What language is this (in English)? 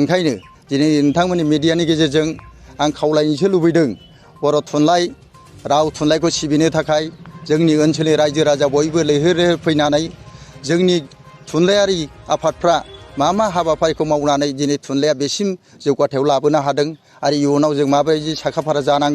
Bodo